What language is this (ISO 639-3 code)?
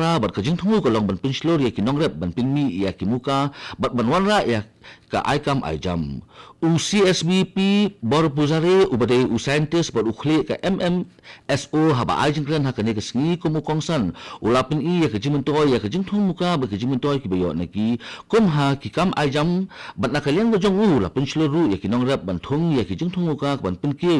kha